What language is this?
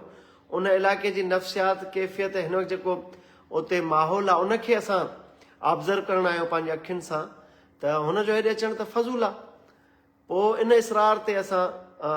Sindhi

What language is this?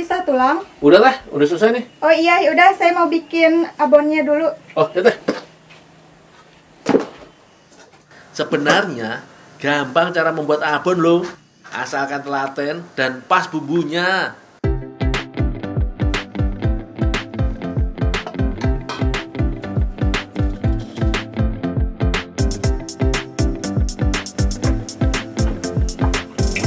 Indonesian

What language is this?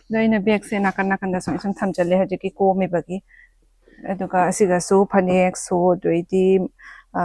Manipuri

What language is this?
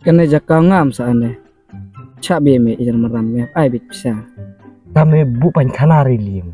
Khasi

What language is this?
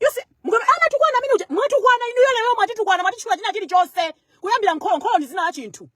Nyanja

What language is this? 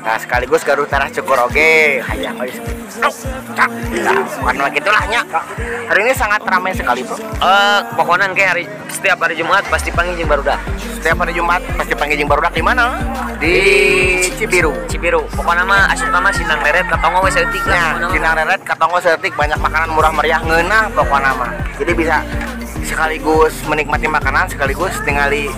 Sundanese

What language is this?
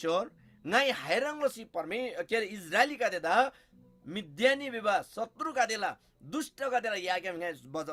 Eastern Tamang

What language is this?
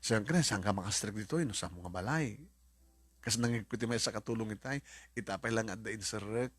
Iloko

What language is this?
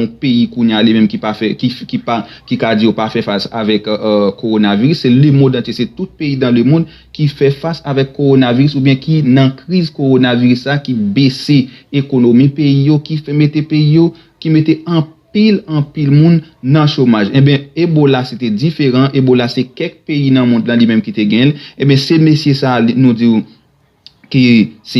Haitian Creole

